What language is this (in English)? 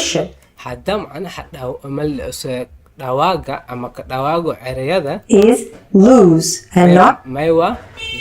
Somali